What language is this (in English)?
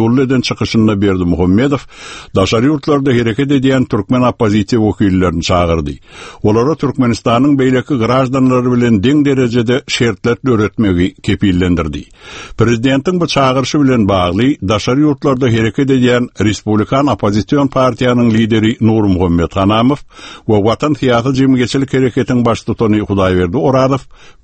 Turkmen